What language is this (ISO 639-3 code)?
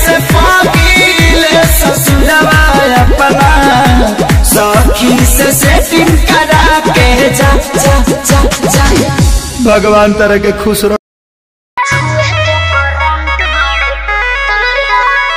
bho